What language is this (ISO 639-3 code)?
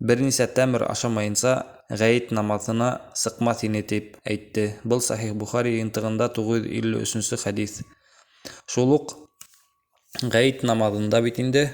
bak